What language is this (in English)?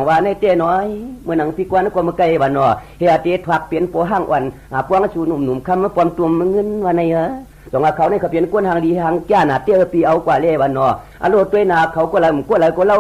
Shan